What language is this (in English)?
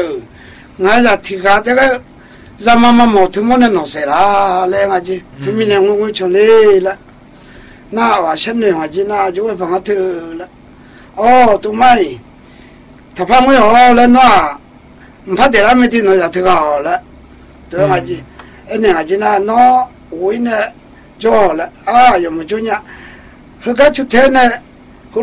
Vietnamese